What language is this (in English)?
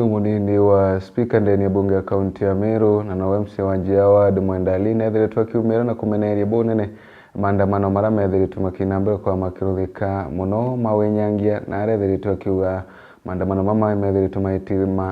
Meru